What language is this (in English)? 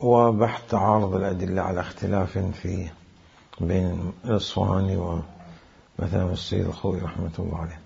Mesopotamian Arabic